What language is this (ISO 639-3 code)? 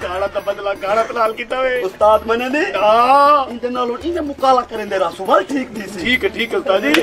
skr